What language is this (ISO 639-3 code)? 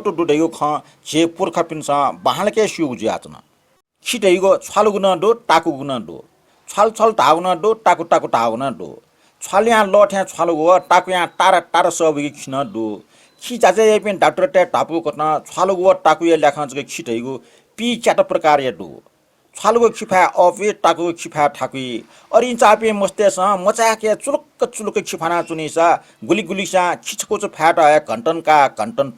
new